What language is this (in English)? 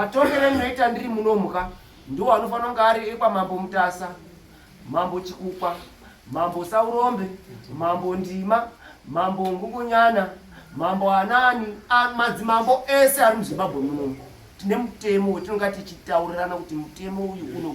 Shona